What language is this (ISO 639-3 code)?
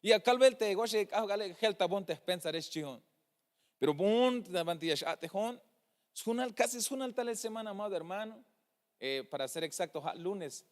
tzh